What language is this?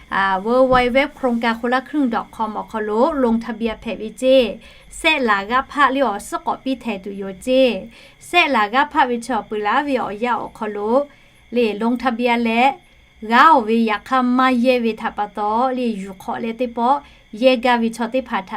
Lahu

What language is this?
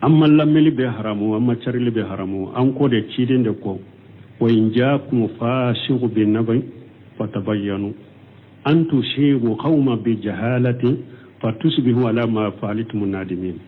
Bambara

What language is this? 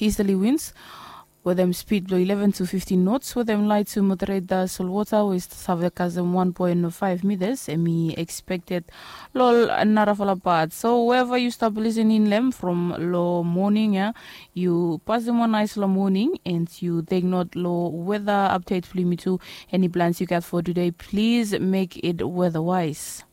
Bislama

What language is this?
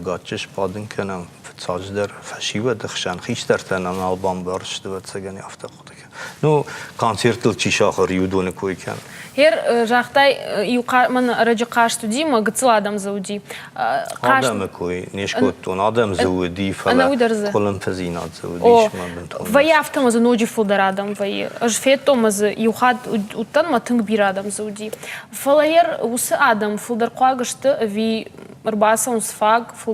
Ossetic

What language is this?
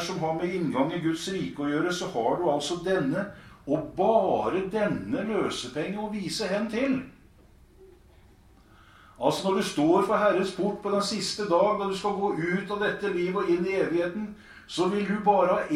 Norwegian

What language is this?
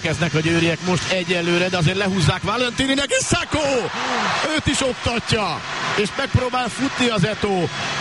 Hungarian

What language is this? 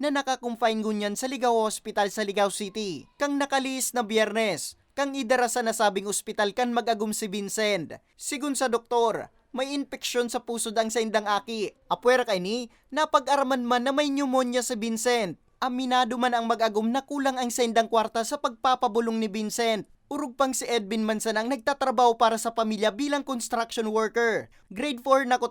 Bikol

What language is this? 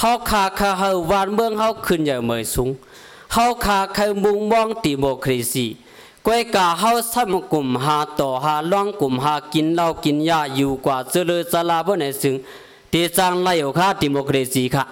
Shan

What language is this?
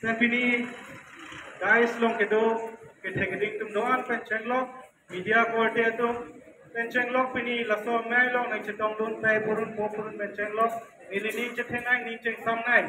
Karbi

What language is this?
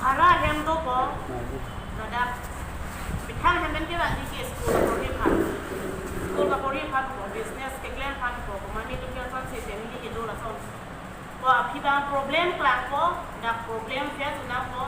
Karbi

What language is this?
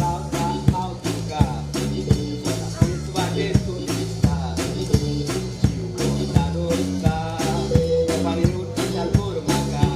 Konkani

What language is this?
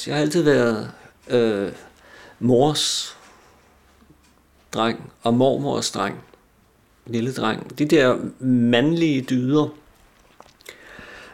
Danish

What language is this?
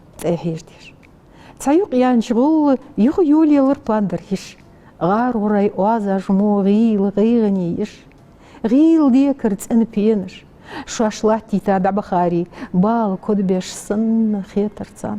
Ingush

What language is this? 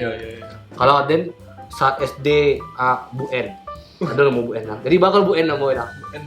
Minangkabau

